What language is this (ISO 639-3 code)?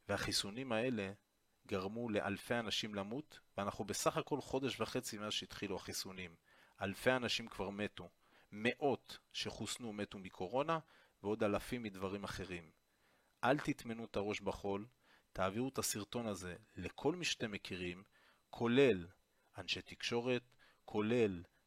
heb